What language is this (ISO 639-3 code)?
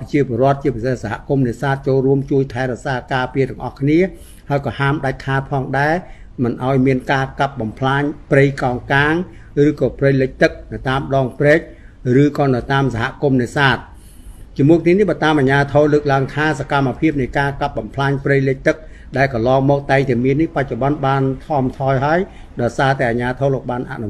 khm